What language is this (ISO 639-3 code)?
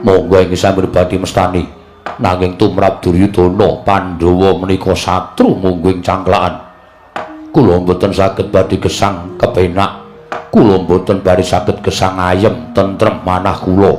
jav